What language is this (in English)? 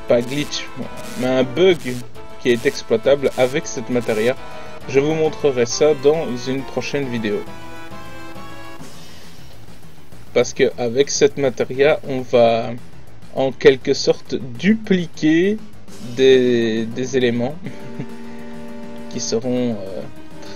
French